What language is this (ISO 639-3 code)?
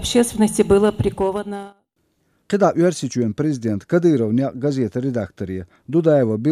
che